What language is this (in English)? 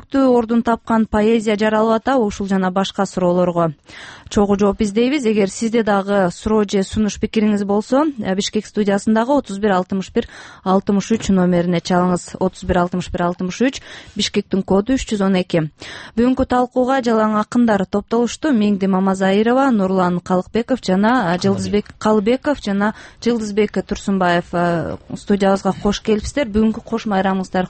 Kyrgyz